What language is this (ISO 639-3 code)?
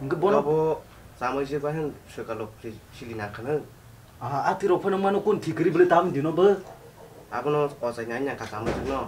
trp